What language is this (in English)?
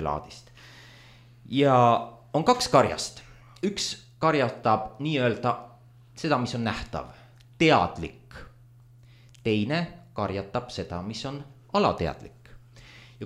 Estonian